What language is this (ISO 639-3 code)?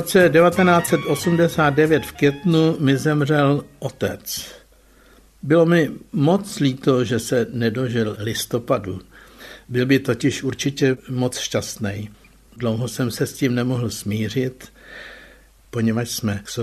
ces